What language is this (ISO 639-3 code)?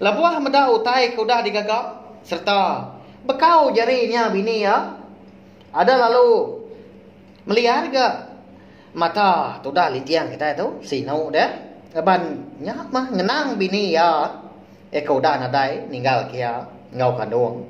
iba